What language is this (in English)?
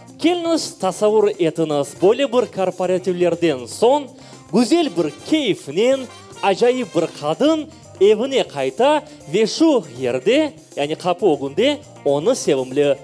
Crimean Tatar